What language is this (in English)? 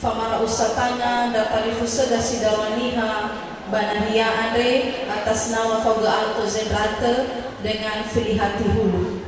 Nias